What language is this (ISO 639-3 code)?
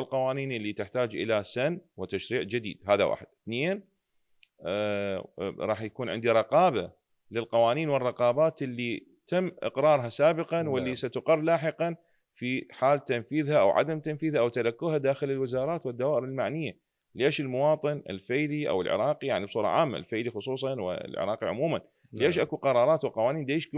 acm